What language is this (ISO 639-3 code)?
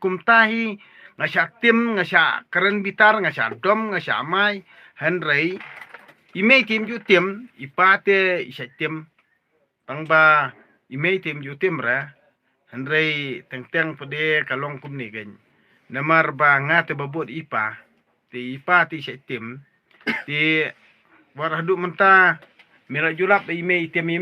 kha